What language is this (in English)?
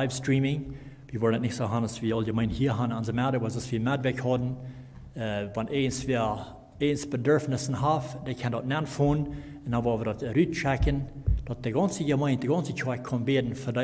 Plautdietsch